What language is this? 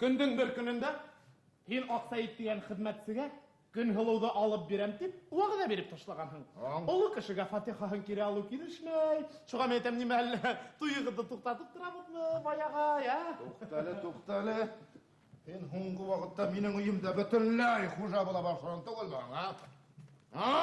Bashkir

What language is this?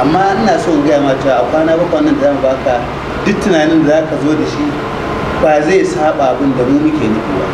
Hausa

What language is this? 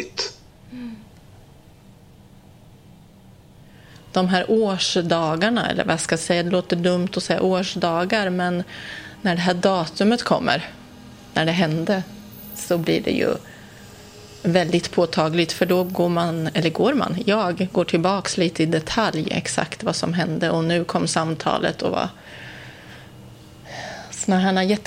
Swedish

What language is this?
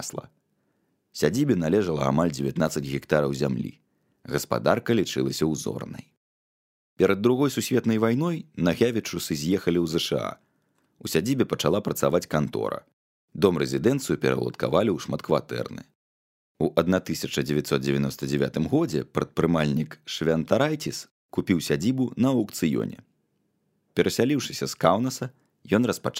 Belarusian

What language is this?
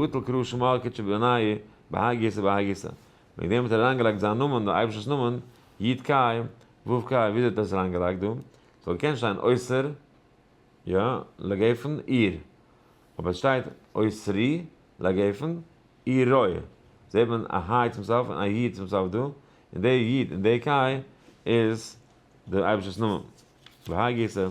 Yiddish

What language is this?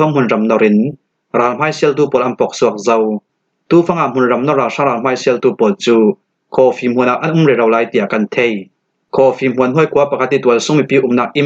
Falam Chin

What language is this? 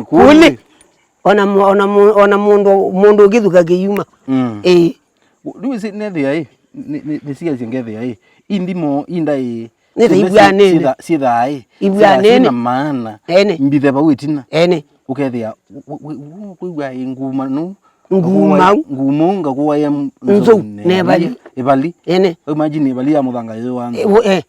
Kamba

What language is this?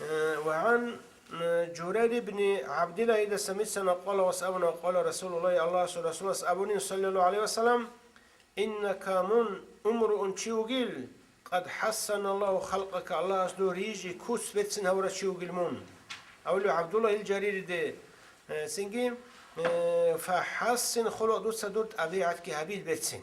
Avaric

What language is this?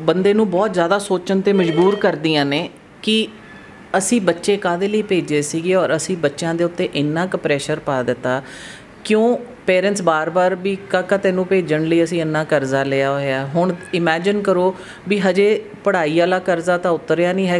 Punjabi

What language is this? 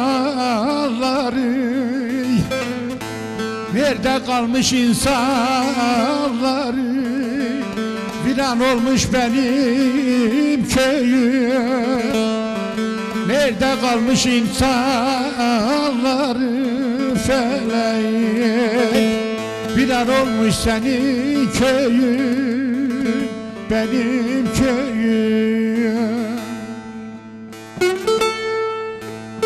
Turkish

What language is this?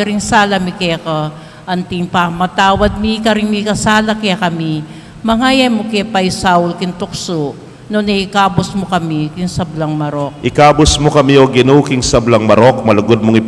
Pampanga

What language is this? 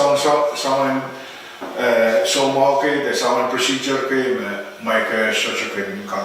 Pohnpeian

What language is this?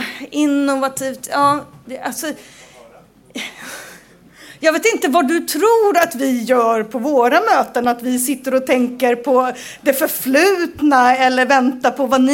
Swedish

